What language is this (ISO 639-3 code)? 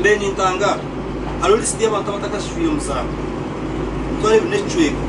nyn